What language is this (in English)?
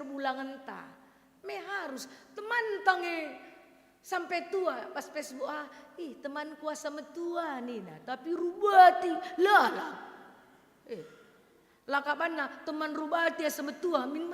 Batak Karo